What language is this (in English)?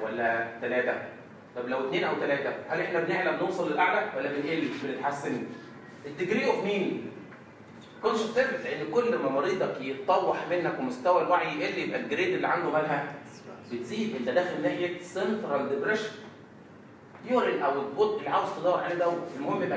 Egyptian Arabic